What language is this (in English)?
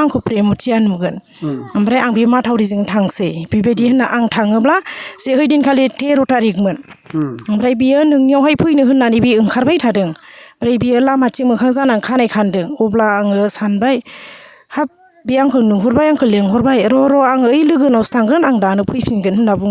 Bodo